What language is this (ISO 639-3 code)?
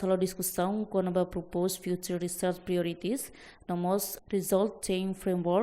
tet